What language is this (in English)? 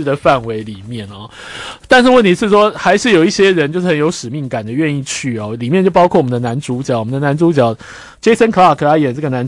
Chinese